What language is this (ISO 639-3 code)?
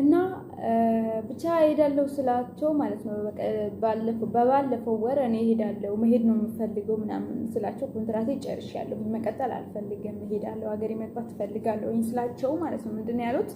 amh